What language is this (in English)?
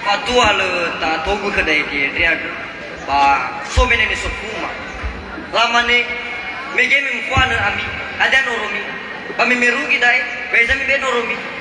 Nias